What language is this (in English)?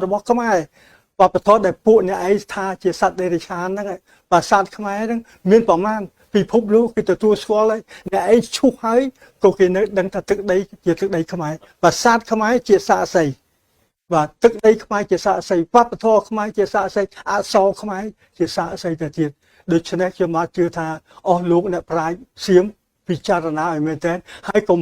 Khmer